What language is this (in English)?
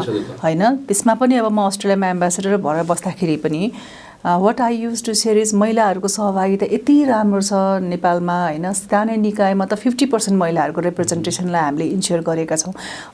Nepali